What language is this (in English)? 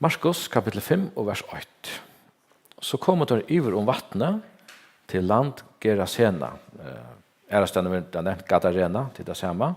Faroese